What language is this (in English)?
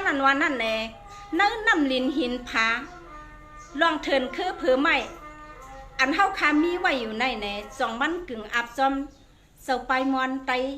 Shan